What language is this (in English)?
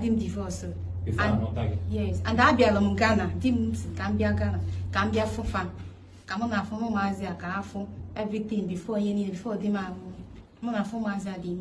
Igbo